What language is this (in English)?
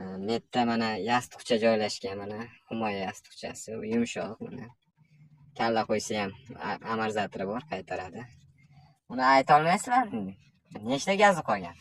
Uzbek